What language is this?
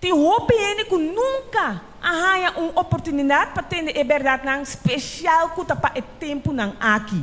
Papiamento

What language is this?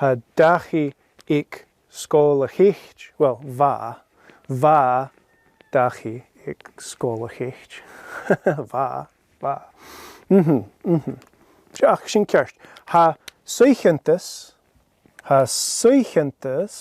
Scottish Gaelic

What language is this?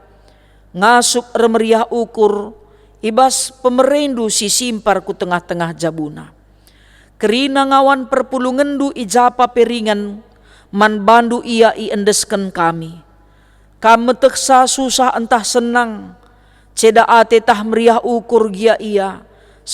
Batak Karo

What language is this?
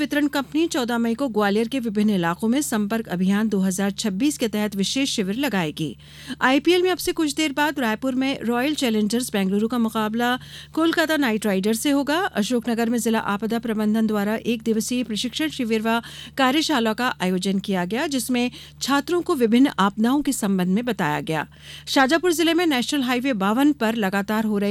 Hindi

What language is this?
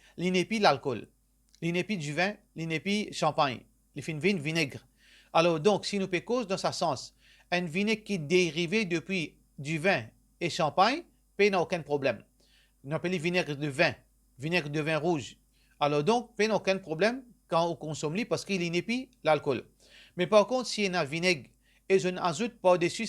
Morisyen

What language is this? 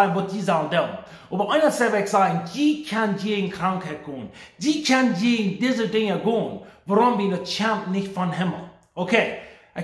Plautdietsch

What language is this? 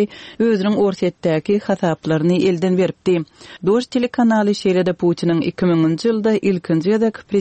Turkmen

